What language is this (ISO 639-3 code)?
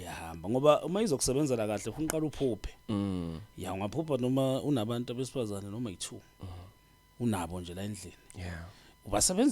zul